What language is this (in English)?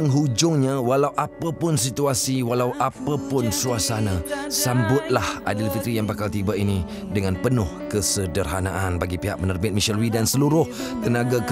Malay